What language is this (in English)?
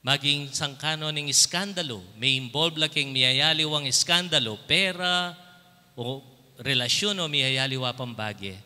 Pampanga